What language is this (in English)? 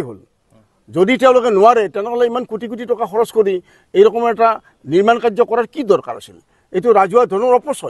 Assamese